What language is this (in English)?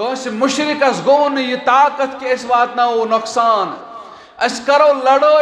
Kashmiri